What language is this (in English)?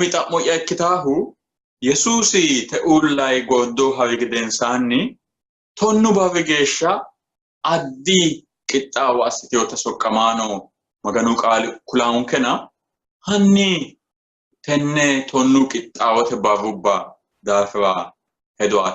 Sidamo